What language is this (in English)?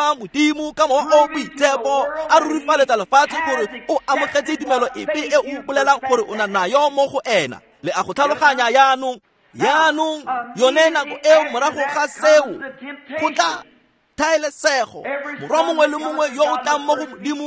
Tswana